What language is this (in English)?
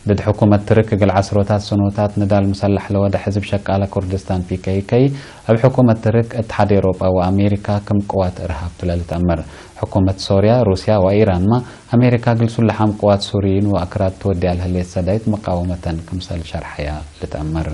Tigre